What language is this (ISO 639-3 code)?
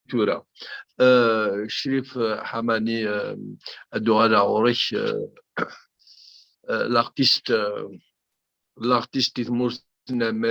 kab